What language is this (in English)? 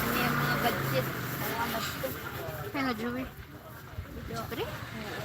Waray